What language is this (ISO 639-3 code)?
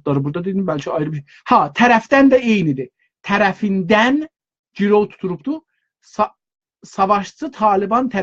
azb